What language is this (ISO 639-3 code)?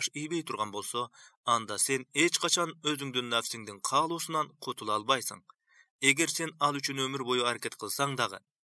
kir